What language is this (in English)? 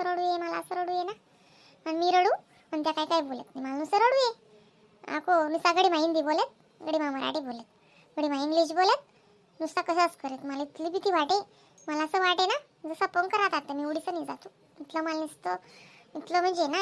Khandesi